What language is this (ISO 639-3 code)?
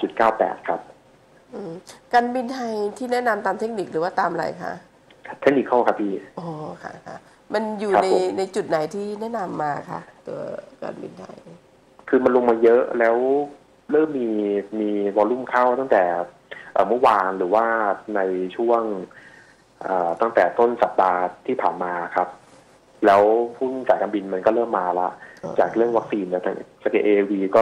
tha